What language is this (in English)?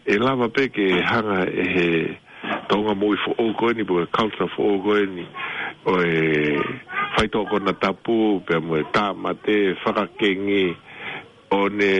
Tongan